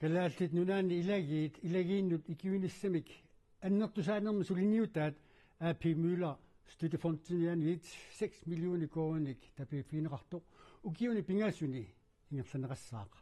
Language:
Kalaallisut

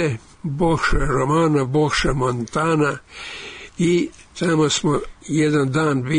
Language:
Serbian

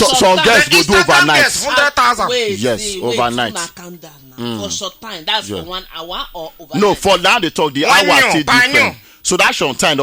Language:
Nigerian Pidgin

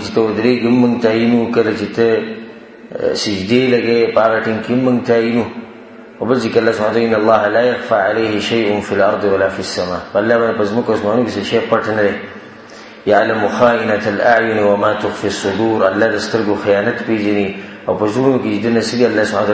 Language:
Pashto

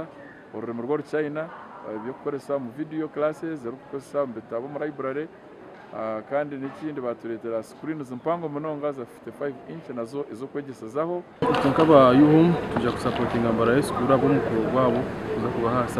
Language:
Nyankole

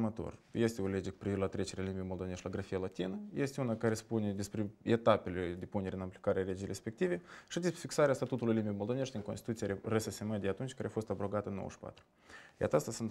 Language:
Romanian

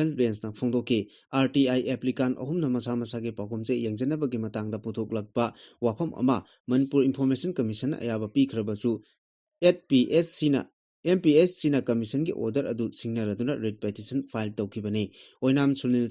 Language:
Manipuri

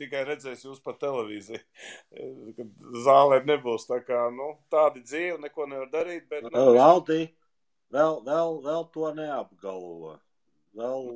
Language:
Latvian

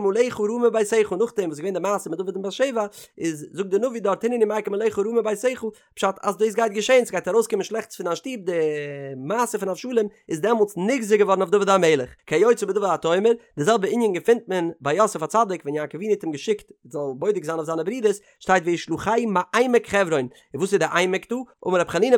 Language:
Yiddish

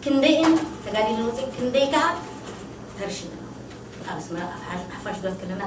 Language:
Tigrinya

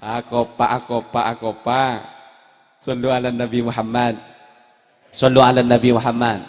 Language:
Madurese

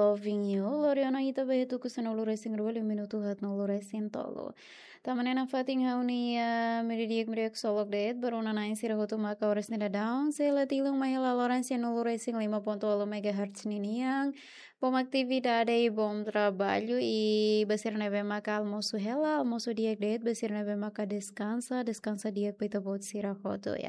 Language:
Tetum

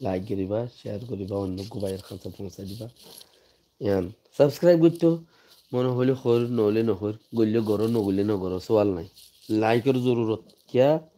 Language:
Rohingya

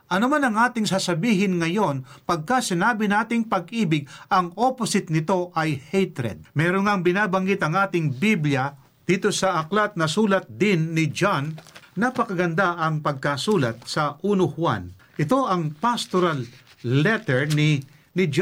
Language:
Filipino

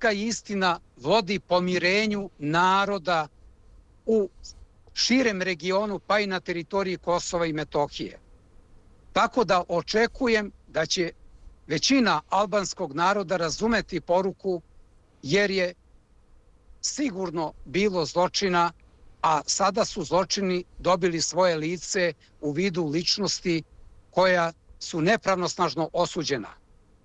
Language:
Serbian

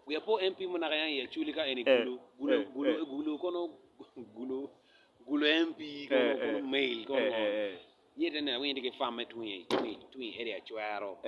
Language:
Acoli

